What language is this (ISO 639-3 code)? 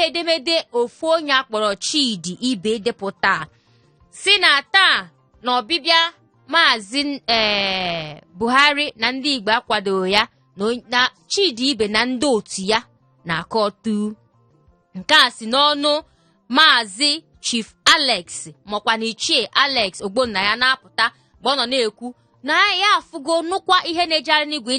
ibo